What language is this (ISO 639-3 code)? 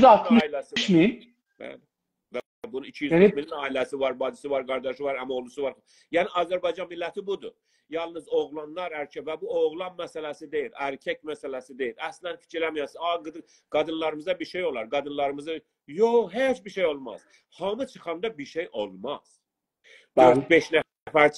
azb